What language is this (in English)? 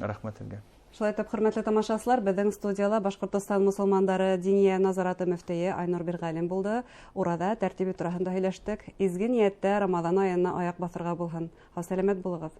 Bashkir